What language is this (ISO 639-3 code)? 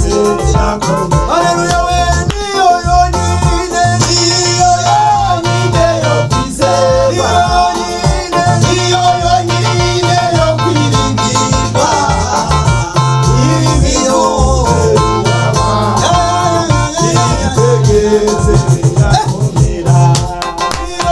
kin